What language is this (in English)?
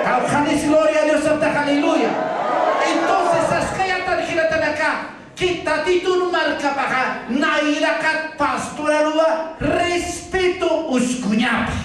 Aymara